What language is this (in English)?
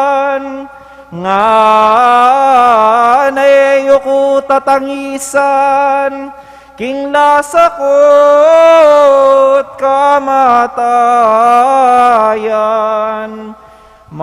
Pampanga